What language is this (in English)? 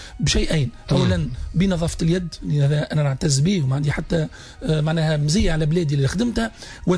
Tunisian Arabic